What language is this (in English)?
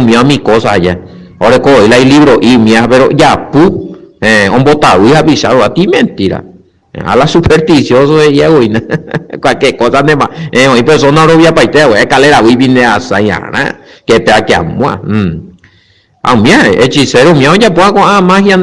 Guarani